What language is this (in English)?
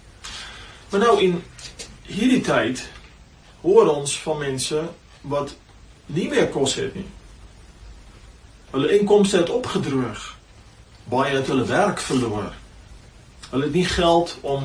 Afrikaans